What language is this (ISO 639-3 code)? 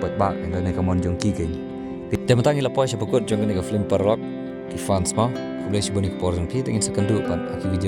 kha